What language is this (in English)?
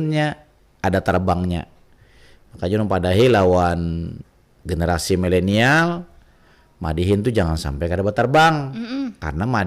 Banjar